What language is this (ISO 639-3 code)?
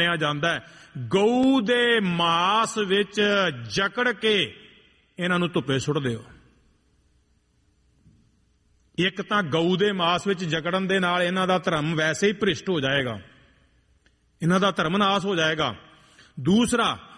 pan